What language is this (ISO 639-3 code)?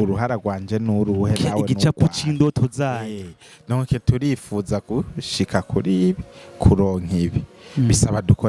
run